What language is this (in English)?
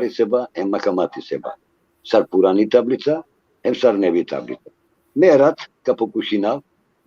Balkan Romani